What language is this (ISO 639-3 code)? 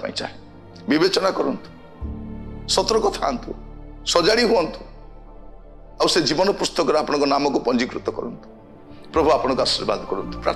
ori